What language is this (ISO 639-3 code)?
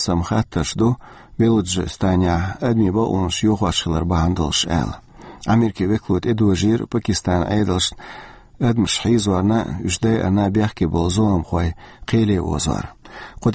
che